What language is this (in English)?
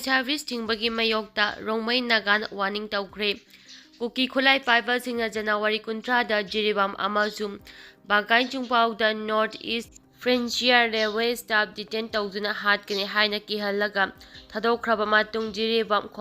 Manipuri